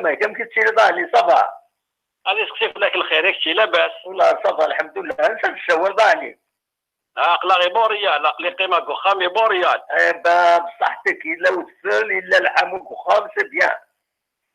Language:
Kabyle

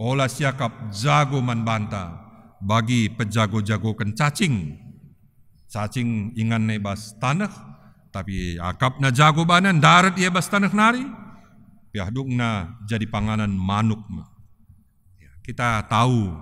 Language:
Batak Karo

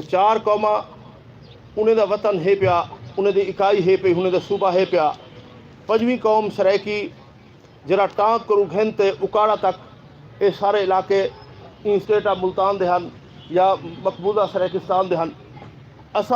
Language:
Saraiki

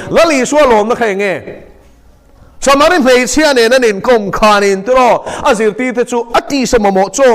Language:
Mizo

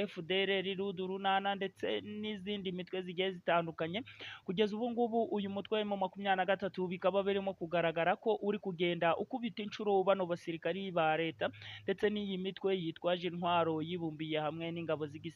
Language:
Kinyarwanda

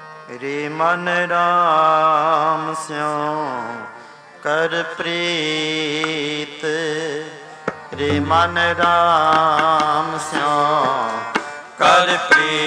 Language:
Punjabi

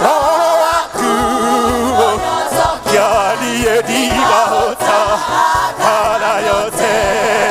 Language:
Kikuyu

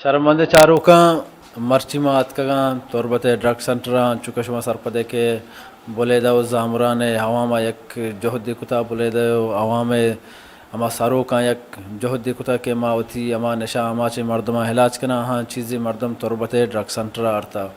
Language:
Baluchi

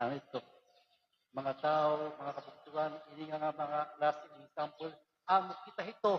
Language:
Waray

